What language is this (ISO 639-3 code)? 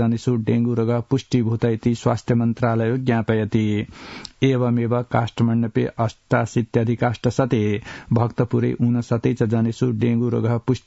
san